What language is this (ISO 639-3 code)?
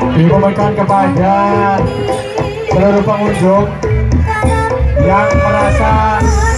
ind